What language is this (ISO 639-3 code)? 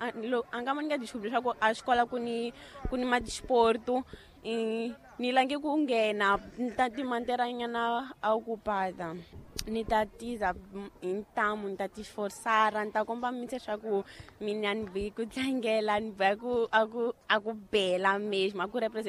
tso